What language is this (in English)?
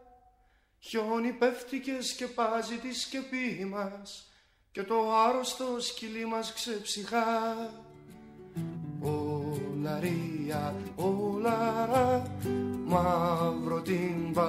Greek